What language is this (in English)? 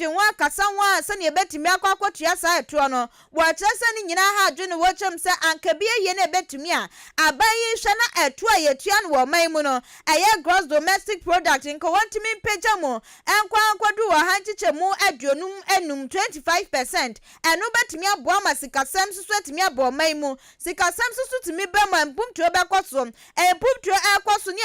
Akan